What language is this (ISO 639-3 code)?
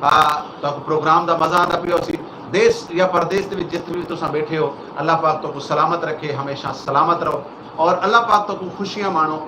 skr